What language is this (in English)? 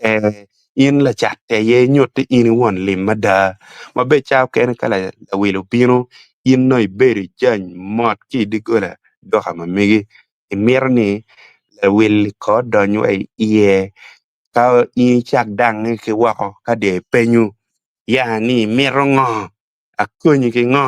Acoli